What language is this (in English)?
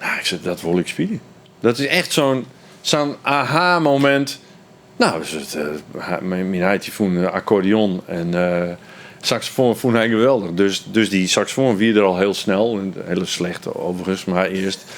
Western Frisian